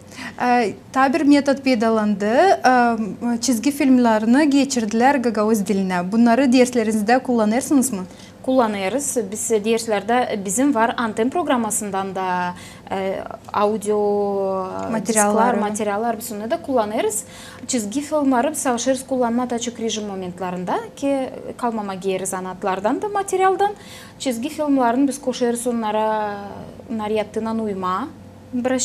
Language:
Gagauz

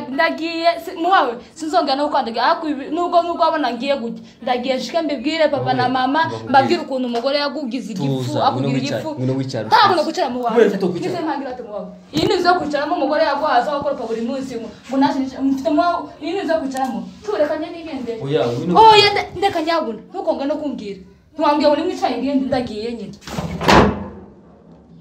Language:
Kinyarwanda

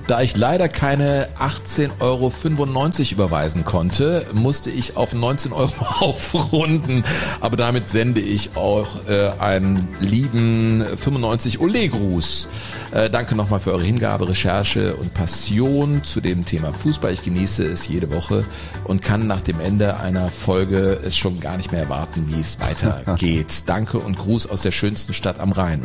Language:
German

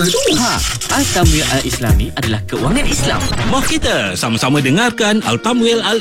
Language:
Malay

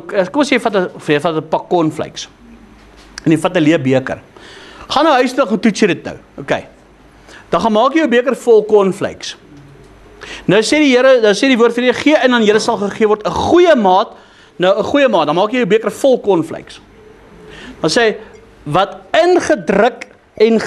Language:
Afrikaans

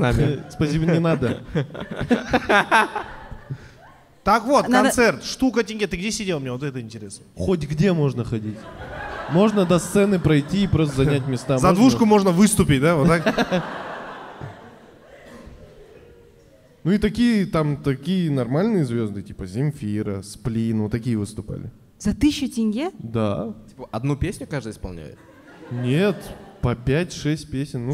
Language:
Russian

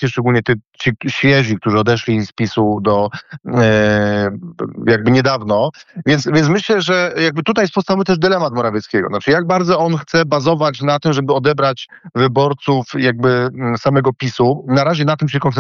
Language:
Polish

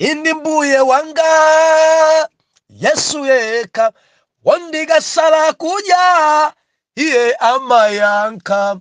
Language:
Nyanja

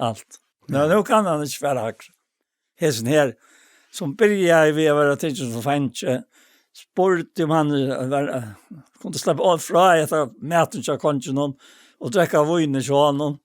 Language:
Faroese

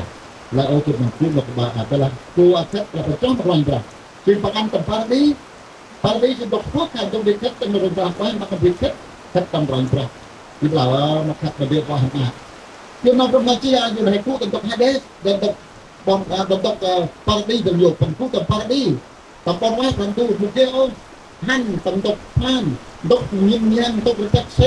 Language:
Central Mnong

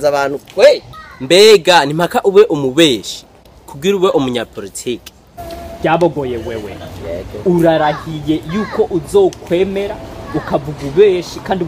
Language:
Rundi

